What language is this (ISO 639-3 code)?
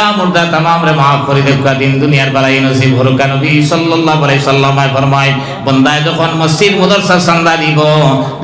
syl